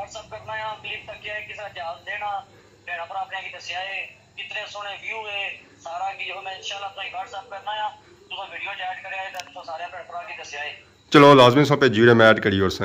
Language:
Pahari-Potwari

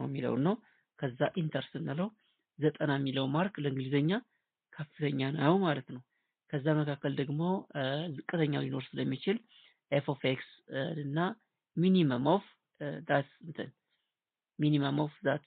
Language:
Amharic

